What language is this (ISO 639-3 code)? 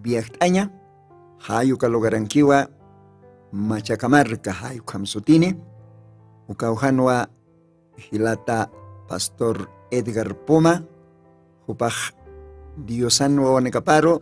aym